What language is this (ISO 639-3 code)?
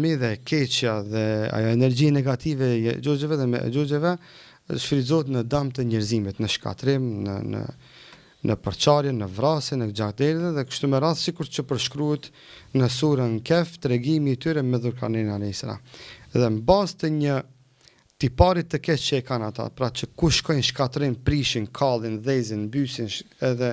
sqi